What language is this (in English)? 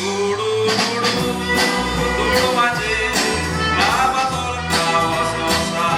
Konkani